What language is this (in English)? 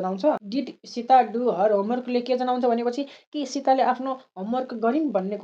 Nepali